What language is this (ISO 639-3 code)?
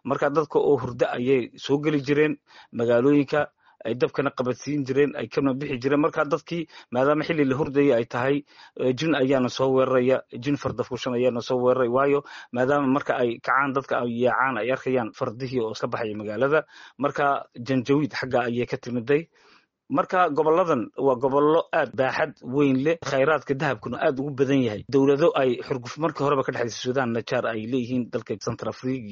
som